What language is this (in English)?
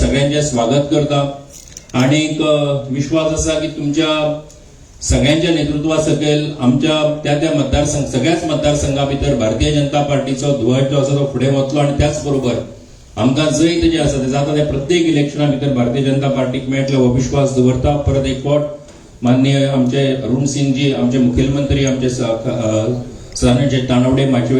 Konkani